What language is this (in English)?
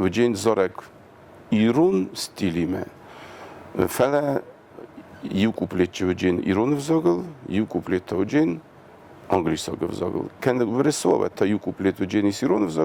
Ossetic